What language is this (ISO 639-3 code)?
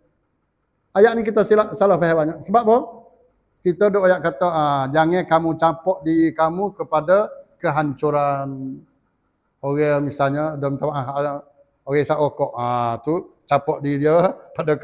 msa